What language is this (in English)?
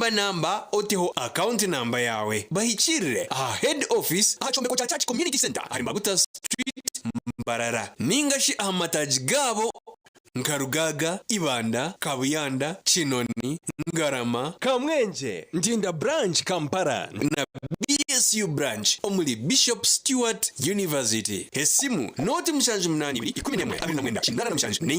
Nyankole